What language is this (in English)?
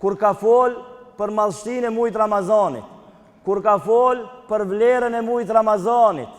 Albanian